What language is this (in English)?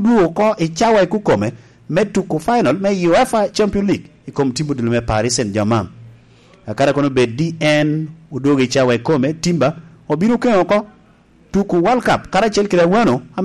Lango (Uganda)